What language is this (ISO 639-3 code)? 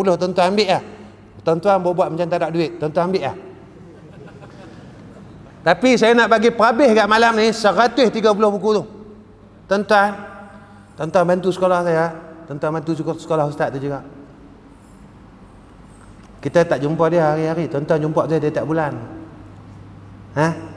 msa